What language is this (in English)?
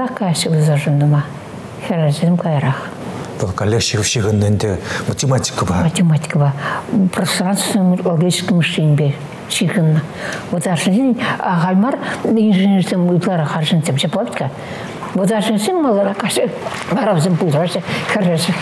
Chuvash